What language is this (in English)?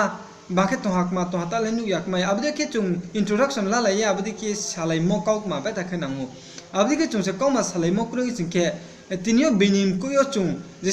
Riang (India)